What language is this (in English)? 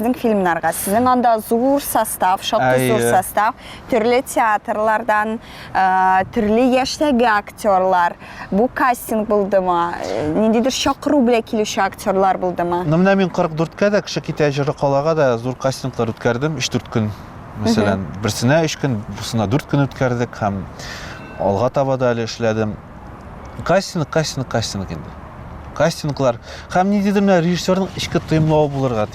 Tatar